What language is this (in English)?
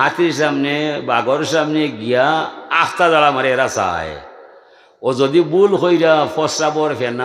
Sylheti